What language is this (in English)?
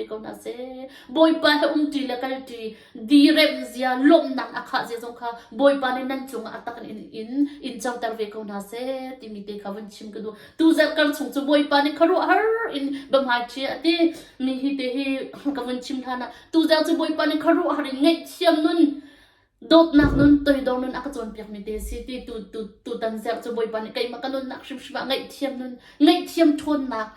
Hakha Chin